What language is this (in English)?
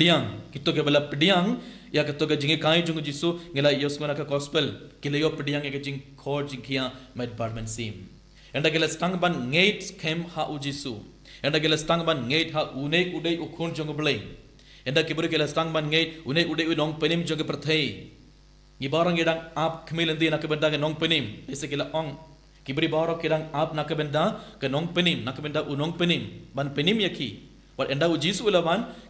Khasi